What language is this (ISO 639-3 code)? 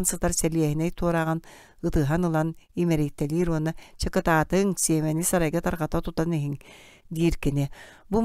sah